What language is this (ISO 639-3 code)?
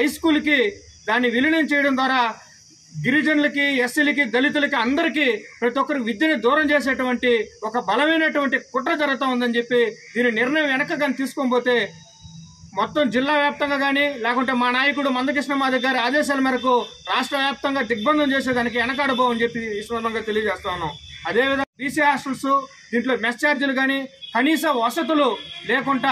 tel